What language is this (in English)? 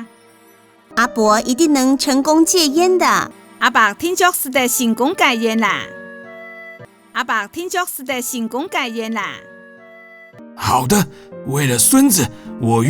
Hakka Chinese